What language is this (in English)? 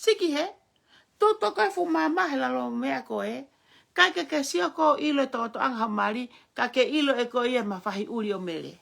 Tongan